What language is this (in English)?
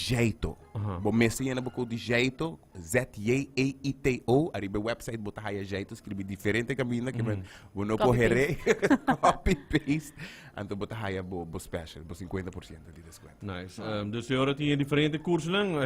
Papiamento